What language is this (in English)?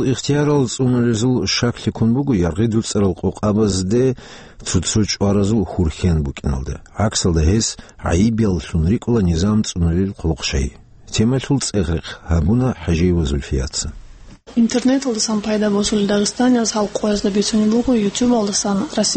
Avaric